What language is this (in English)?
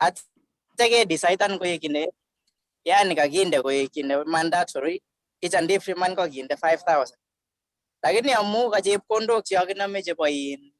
Kalenjin